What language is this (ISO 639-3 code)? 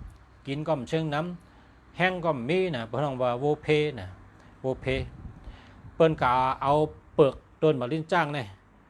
shn